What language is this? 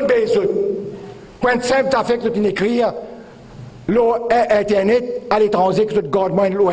Morisyen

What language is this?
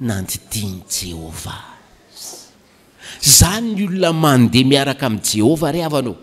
Malagasy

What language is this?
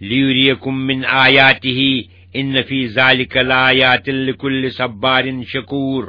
Kashmiri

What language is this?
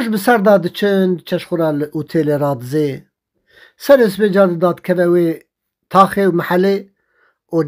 Kurdish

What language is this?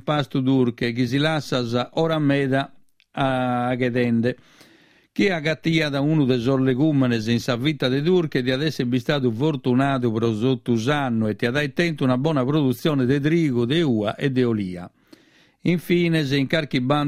Sardinian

